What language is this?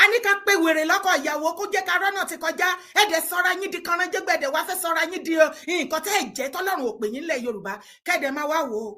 Yoruba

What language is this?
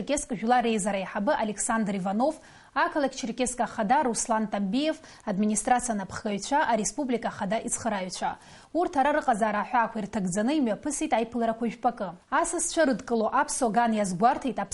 Abkhazian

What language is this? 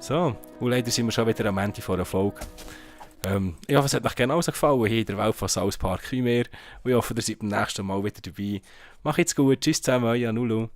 Swiss German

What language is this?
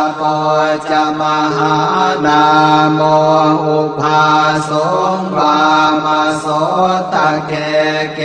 Pali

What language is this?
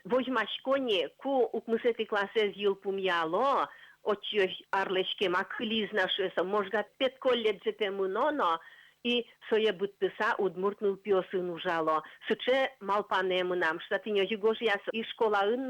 Udmurt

